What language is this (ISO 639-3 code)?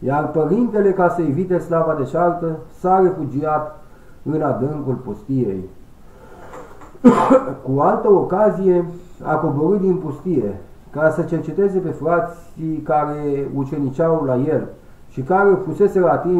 ron